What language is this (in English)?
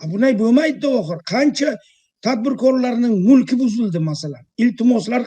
Uzbek